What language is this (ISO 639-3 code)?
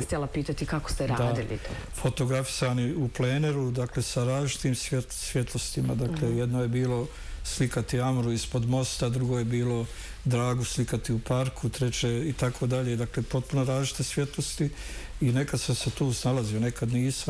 bos